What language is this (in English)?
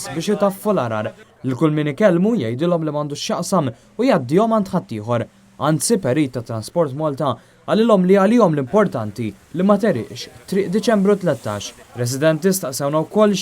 Maltese